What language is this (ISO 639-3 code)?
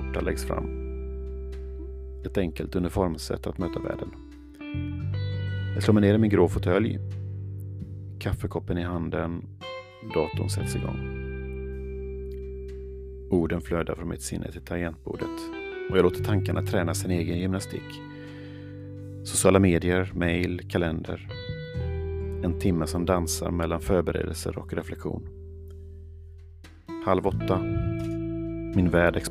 swe